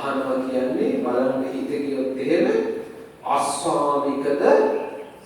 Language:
Sinhala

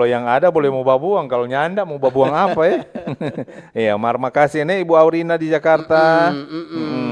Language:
Manado Malay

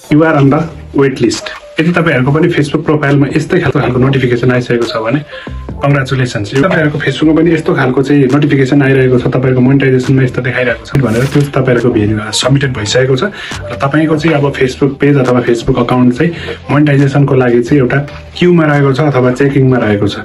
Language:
Nepali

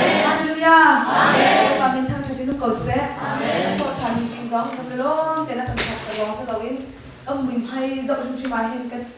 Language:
Hakha Chin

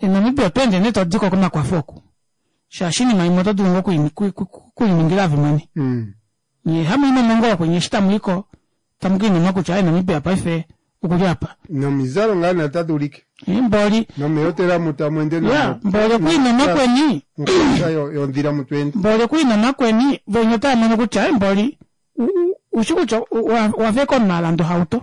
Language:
Kuanyama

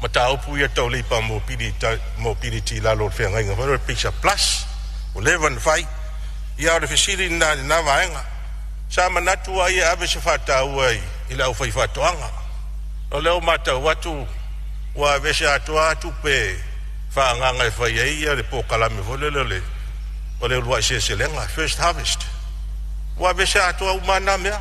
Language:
Samoan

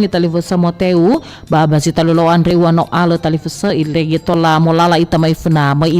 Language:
Nias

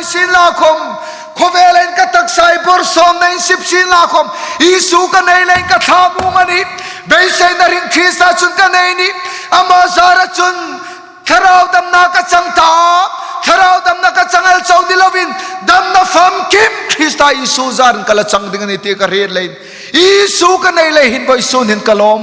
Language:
Hmar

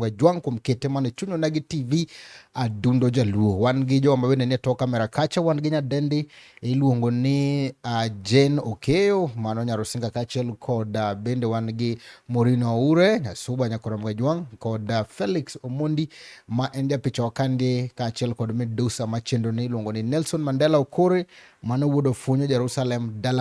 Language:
Luo (Kenya and Tanzania)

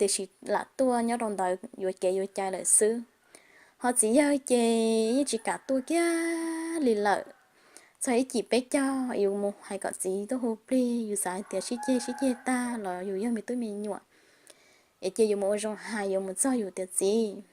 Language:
Hmong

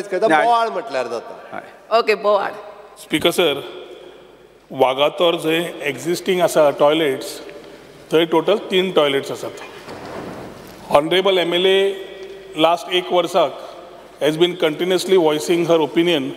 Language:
Konkani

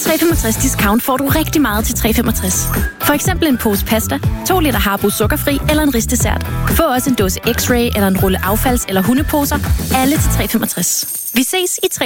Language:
Danish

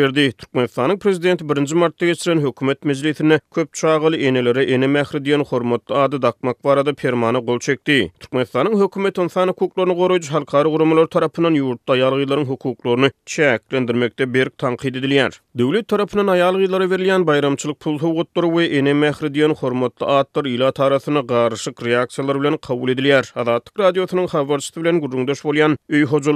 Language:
Turkmen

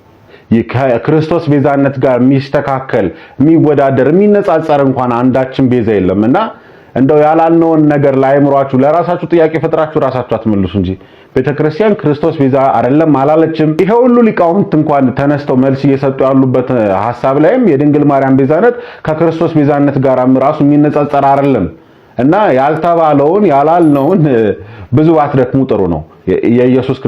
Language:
Amharic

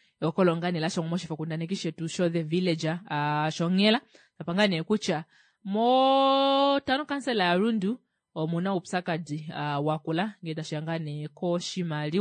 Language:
Kuanyama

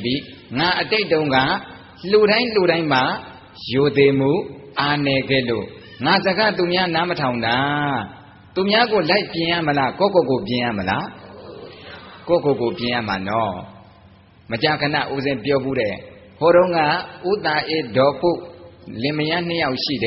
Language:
Burmese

